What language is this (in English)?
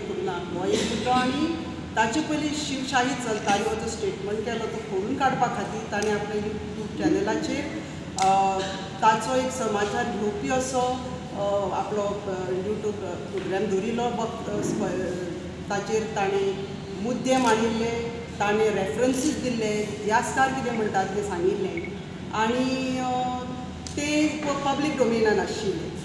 Konkani